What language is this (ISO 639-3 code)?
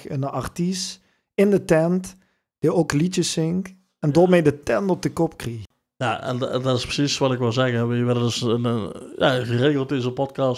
lim